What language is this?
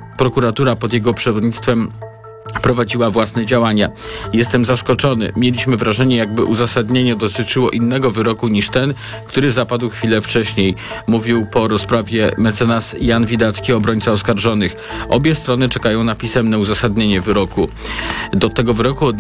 Polish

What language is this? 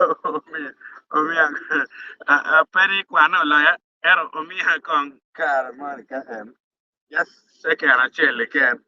Acoli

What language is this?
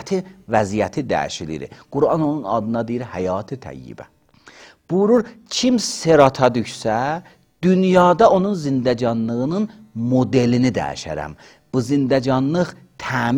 Azerbaijani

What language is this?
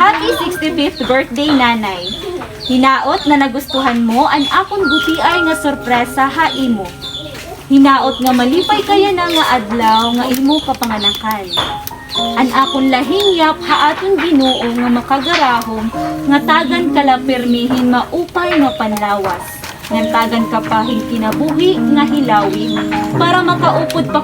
Waray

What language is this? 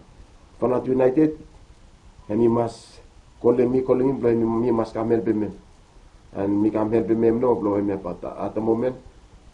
Bislama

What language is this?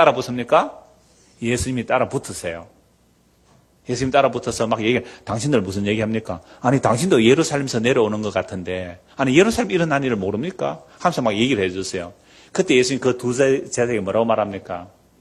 Korean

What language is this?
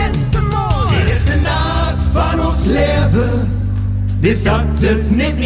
Limburgish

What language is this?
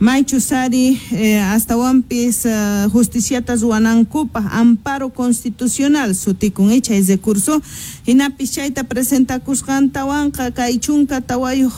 South Bolivian Quechua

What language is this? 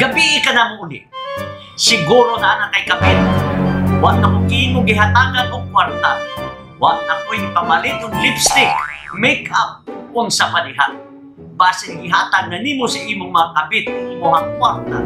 Cebuano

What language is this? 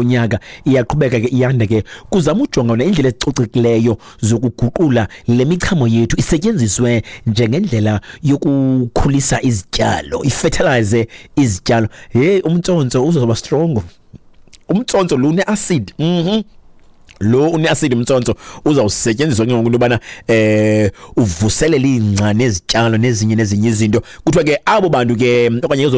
Xhosa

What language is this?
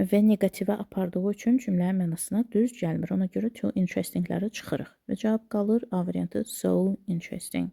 Azerbaijani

